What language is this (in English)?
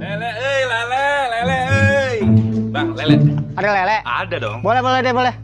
Betawi